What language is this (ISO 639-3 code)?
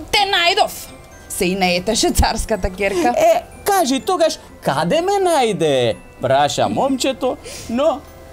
mkd